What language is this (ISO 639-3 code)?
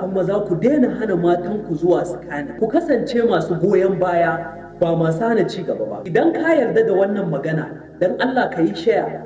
hau